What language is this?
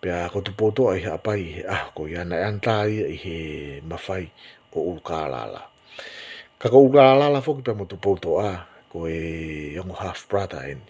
Tongan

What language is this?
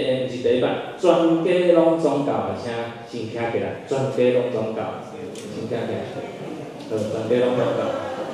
Min Nan Chinese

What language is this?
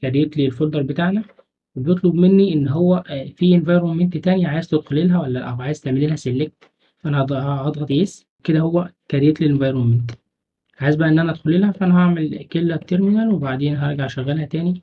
Egyptian Arabic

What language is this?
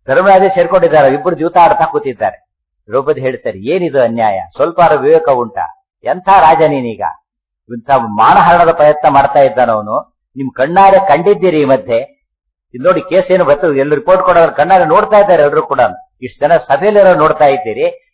Kannada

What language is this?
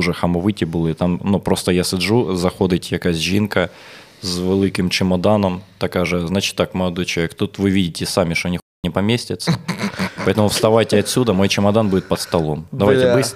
Ukrainian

